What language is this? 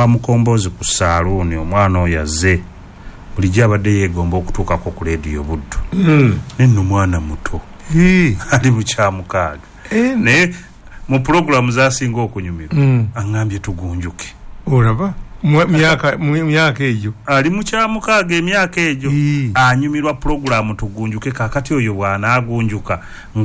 Ganda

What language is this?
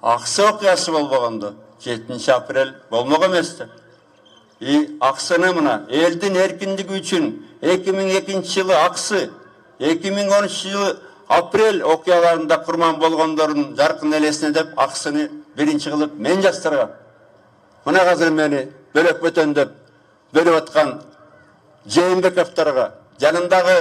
Kyrgyz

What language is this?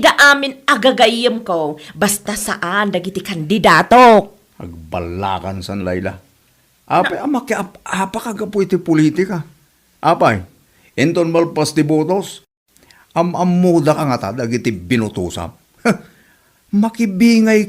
Iloko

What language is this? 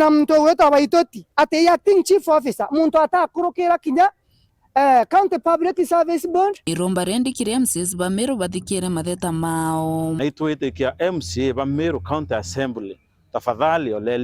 Meru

